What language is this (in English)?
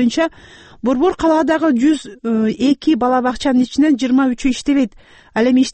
Kyrgyz